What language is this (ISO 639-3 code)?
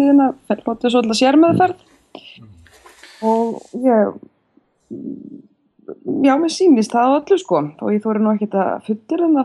isl